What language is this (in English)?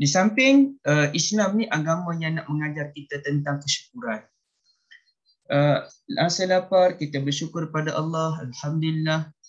Malay